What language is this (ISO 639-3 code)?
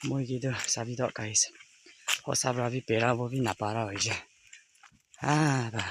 nag